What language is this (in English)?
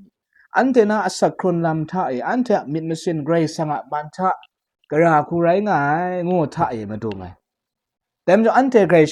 Kachin